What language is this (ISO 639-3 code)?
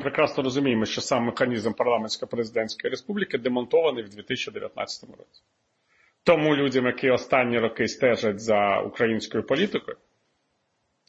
ukr